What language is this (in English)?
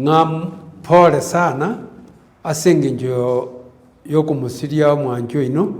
Gusii